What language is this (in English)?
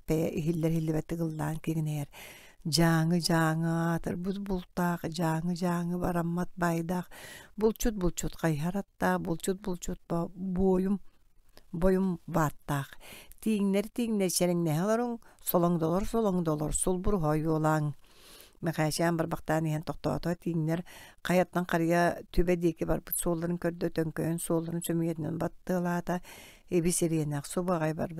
Yakut